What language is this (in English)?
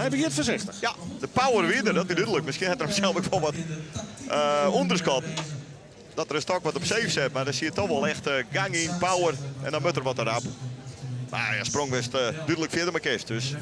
Western Frisian